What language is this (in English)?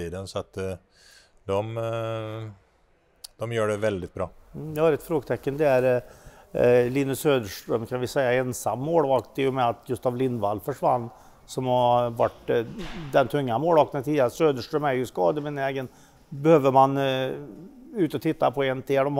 Swedish